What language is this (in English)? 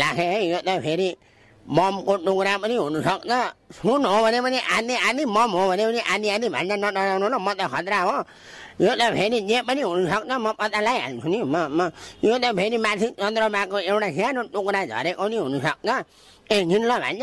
Nepali